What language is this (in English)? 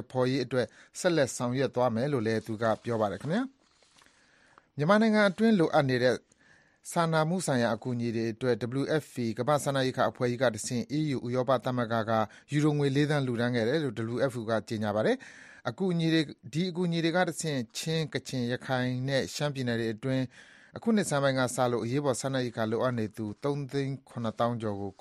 Burmese